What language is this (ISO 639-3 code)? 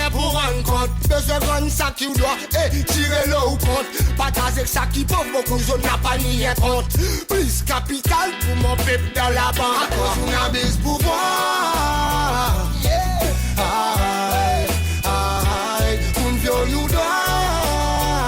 crs